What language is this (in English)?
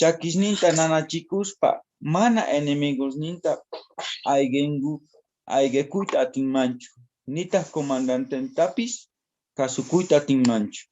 South Bolivian Quechua